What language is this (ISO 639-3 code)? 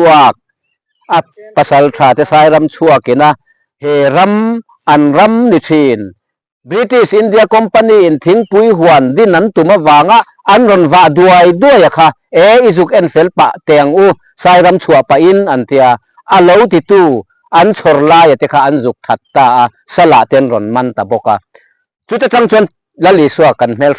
lus